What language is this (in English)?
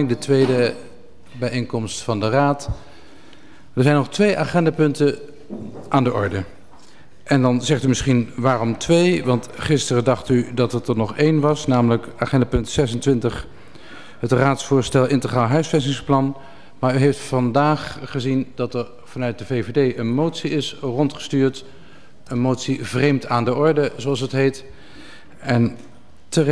Dutch